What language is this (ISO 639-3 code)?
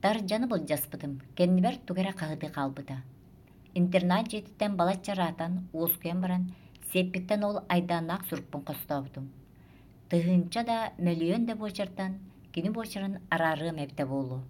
sah